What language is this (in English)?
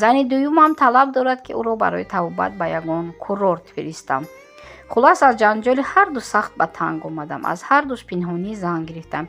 Tajik